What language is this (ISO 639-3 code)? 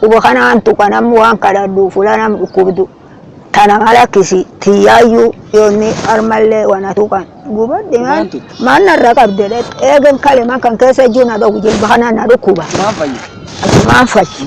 orm